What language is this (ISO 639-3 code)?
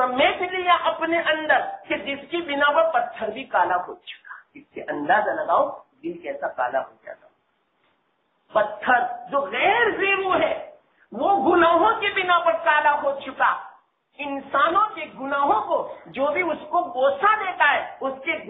urd